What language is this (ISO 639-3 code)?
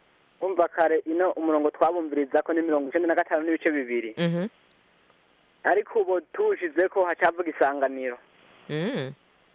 kin